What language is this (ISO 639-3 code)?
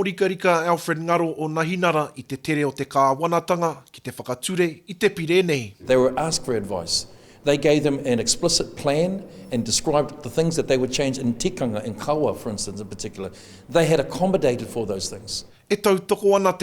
mri